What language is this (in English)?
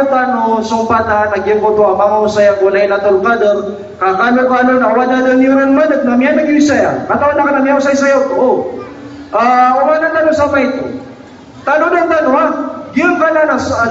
Maranao